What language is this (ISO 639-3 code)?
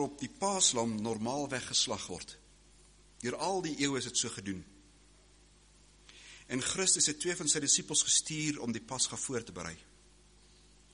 afr